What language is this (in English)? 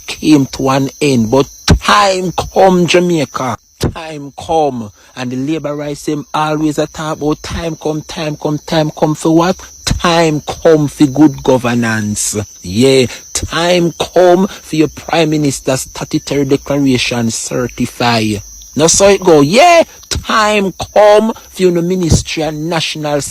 Jamaican Creole English